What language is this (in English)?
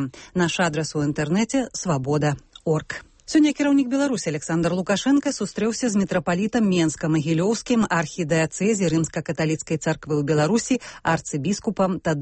Belarusian